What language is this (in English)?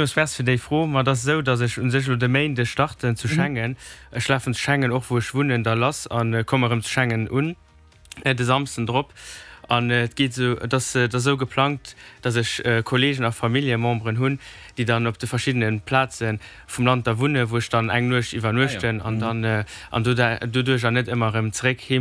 Luxembourgish